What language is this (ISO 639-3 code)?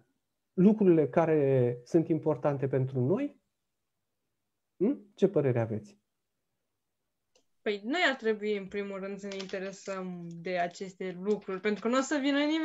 ron